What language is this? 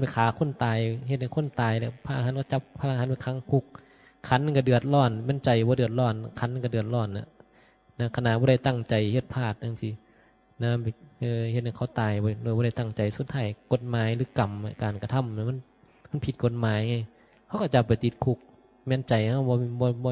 Northeastern Thai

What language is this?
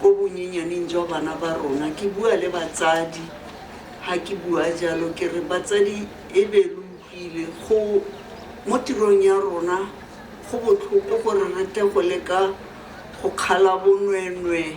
Tswana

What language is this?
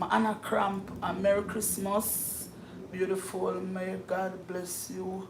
Jamaican Creole English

